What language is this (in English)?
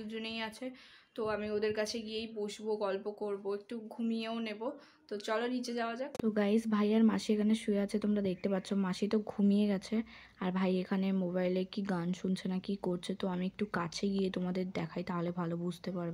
Bangla